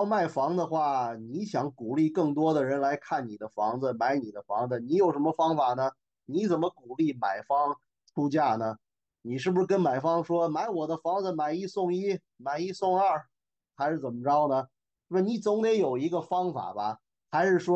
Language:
Chinese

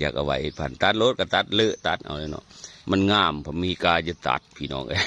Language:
Northeastern Thai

